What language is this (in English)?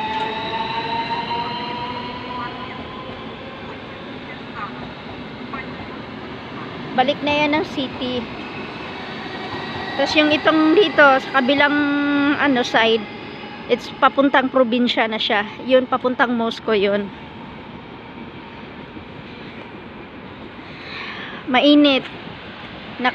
Filipino